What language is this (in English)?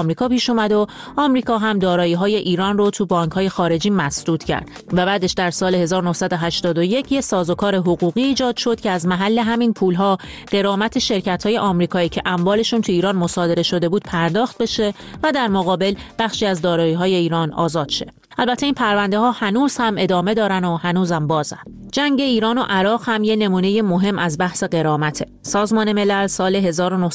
Persian